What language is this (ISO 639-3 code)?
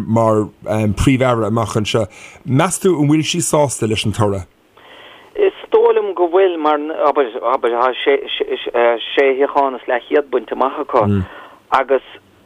gle